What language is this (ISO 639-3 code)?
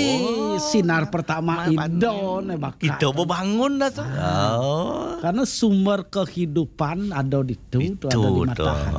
ban